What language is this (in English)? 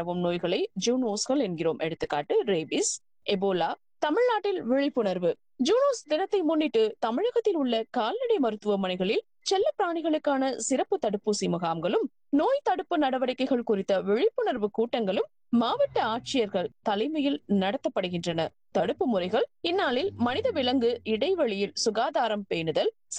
Tamil